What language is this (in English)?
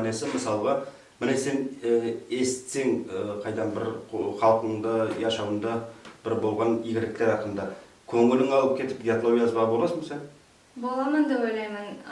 Nogai